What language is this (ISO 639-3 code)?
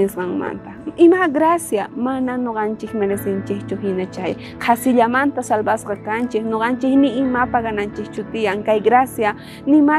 quh